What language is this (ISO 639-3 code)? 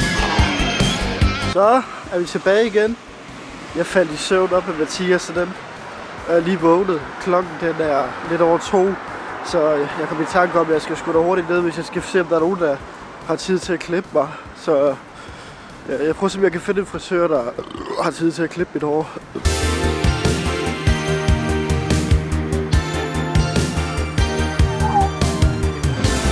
dan